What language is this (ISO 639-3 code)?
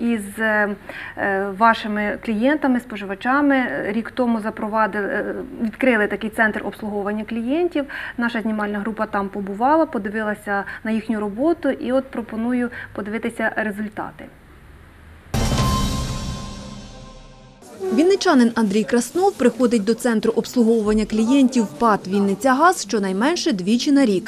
ukr